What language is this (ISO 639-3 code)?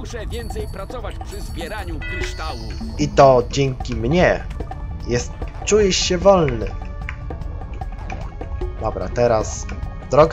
pol